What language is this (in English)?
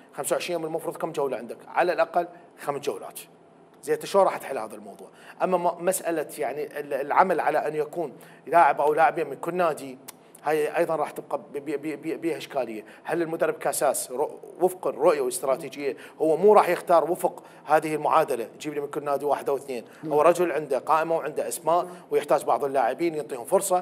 Mesopotamian Arabic